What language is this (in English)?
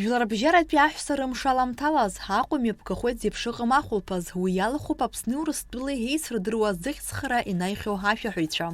Abkhazian